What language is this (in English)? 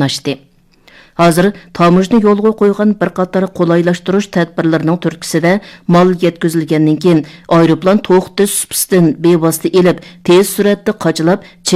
Uyghur